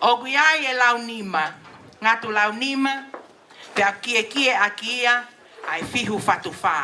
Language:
Tongan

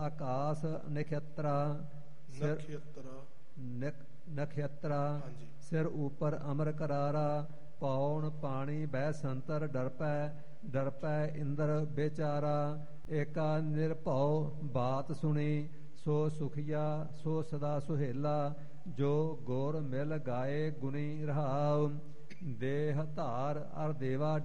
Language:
Punjabi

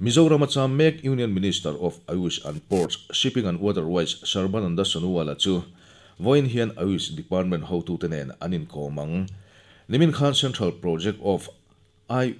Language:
Mizo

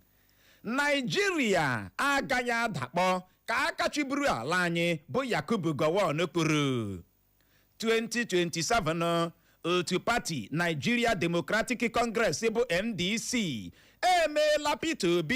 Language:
Igbo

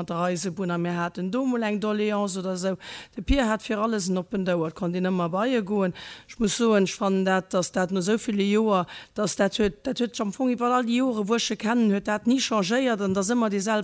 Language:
Luxembourgish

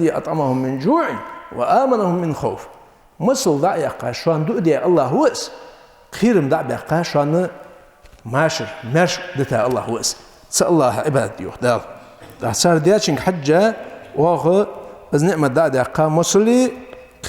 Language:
Ingush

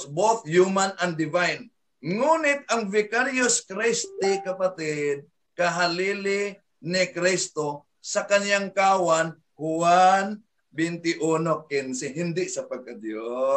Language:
Filipino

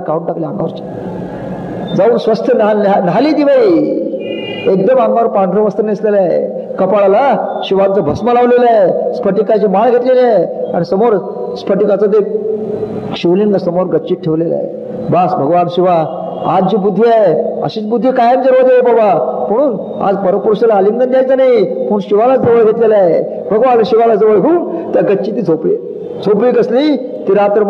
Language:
Marathi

